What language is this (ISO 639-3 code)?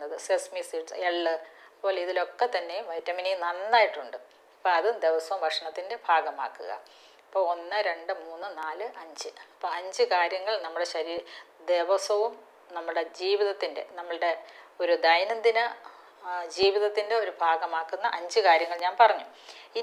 mal